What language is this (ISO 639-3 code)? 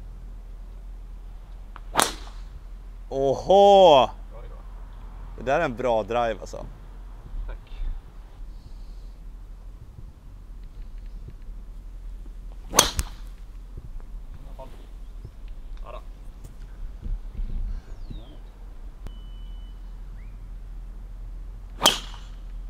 swe